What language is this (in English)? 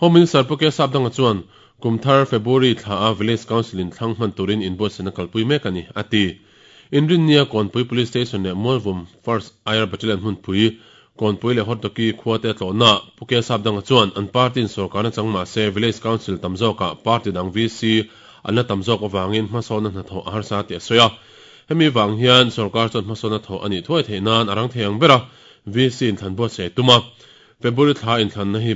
Mizo